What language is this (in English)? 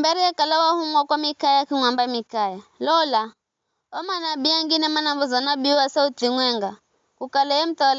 Giryama